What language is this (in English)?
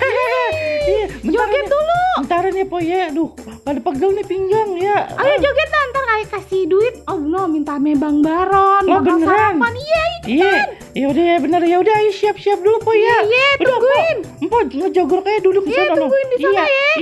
Betawi